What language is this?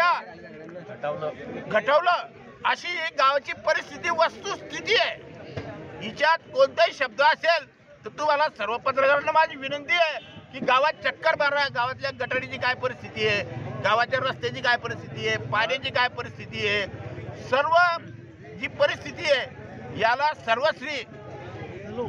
Marathi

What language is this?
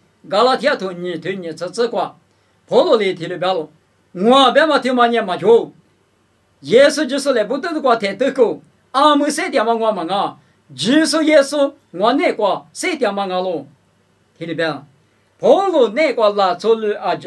Lisu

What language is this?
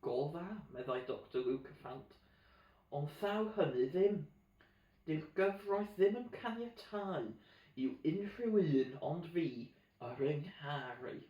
Welsh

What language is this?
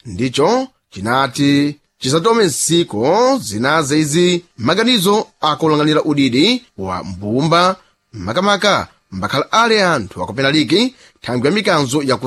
Sena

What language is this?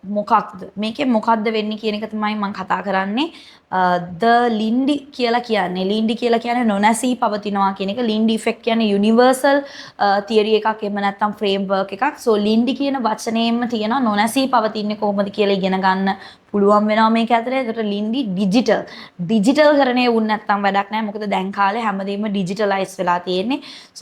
Sinhala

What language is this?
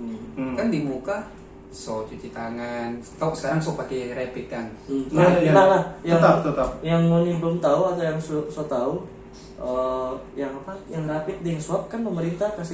Manado Malay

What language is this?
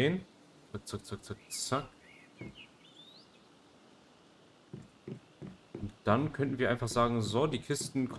German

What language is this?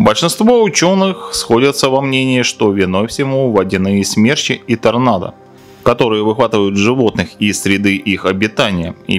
Russian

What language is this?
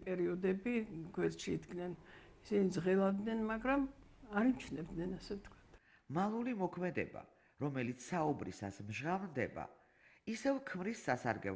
Georgian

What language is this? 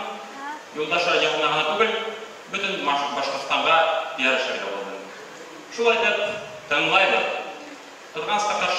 Bashkir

